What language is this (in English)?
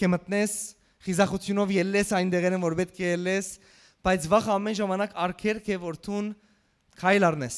Western Armenian